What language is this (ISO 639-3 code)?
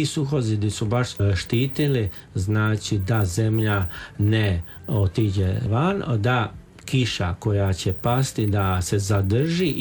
hrv